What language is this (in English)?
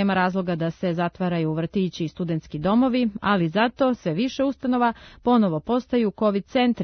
Serbian